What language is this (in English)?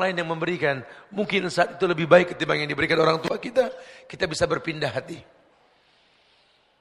Indonesian